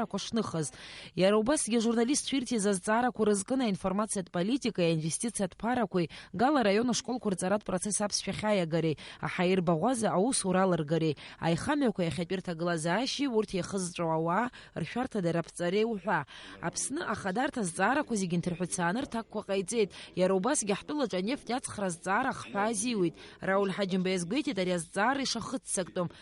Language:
Abkhazian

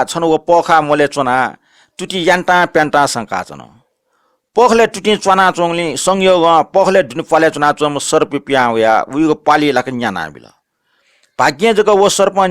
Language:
Newari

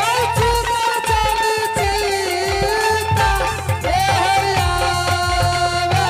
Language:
Angika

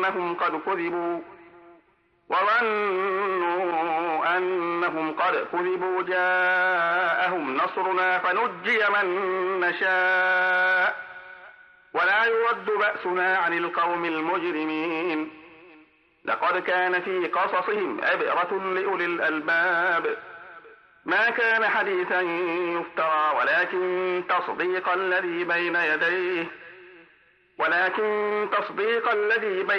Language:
Arabic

